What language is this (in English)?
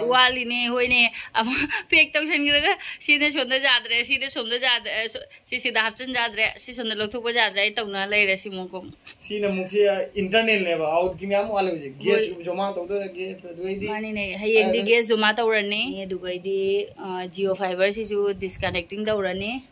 Manipuri